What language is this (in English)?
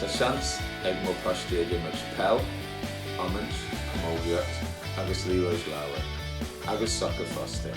Irish